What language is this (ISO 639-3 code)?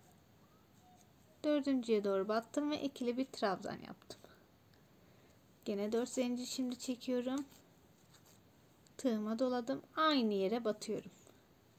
tur